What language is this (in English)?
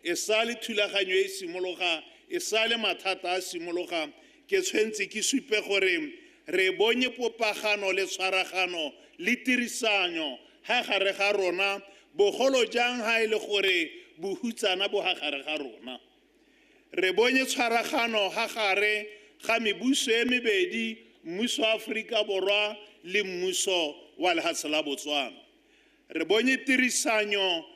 Tswana